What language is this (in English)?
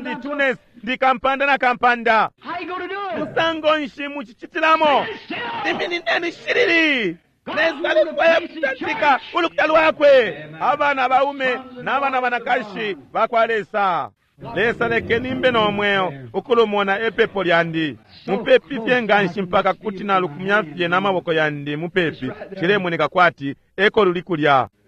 Bemba